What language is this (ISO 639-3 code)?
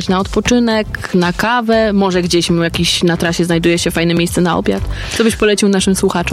pol